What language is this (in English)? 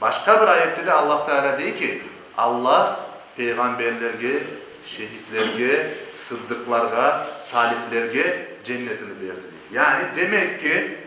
Crimean Tatar